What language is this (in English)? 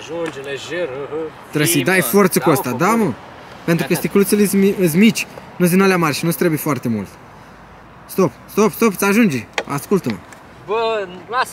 Romanian